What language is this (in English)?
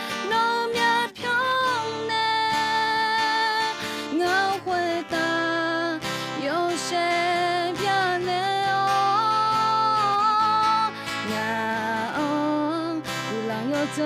Akha